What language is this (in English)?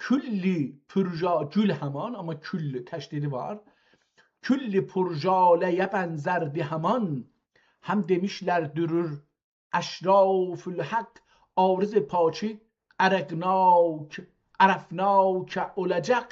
South Azerbaijani